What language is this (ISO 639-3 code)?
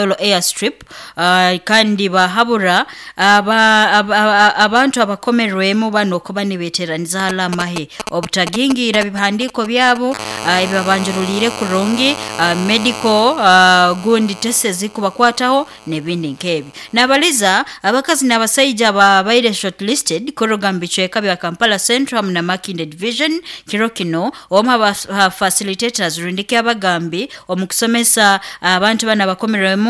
nyo